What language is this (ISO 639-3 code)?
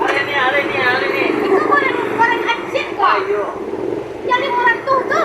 min